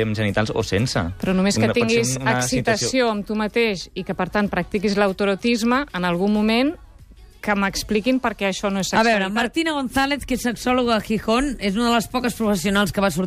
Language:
Catalan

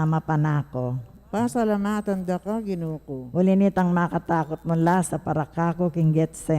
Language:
Pampanga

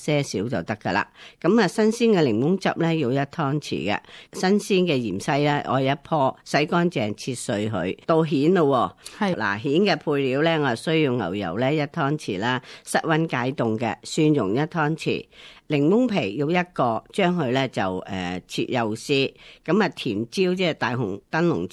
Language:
Cantonese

